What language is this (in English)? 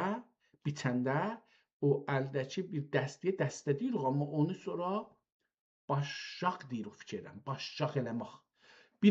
South Azerbaijani